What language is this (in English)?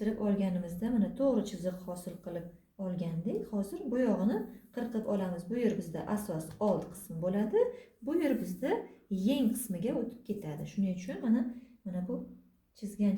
Uzbek